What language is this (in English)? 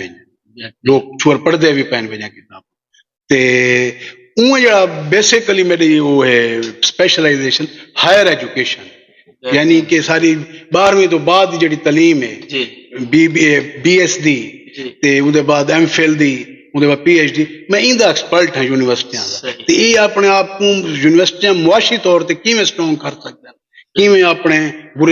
Saraiki